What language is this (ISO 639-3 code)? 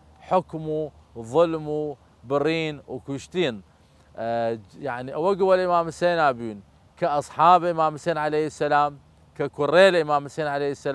sdh